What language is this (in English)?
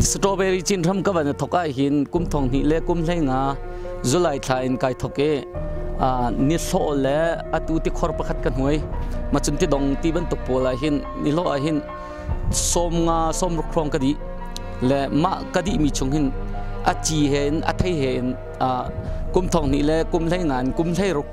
Hakha Chin